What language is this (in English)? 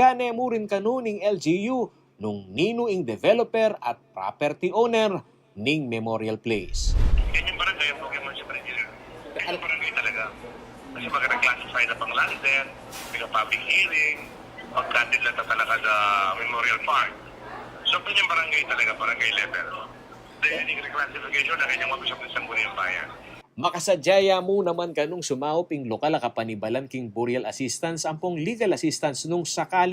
Pampanga